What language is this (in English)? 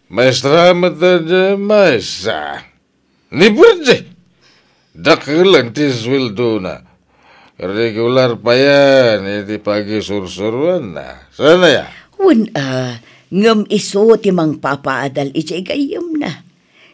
Iloko